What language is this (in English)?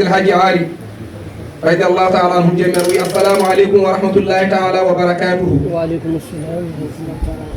Fula